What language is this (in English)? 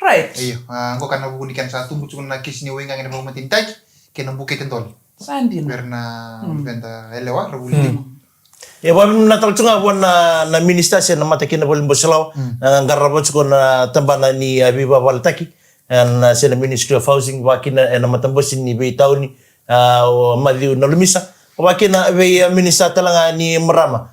Fijian